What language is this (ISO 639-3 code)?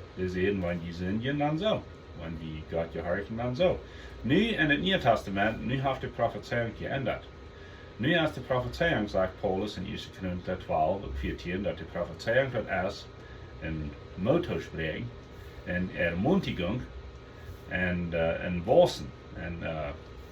pdt